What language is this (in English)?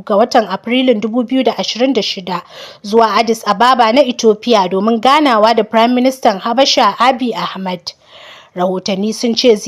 Hausa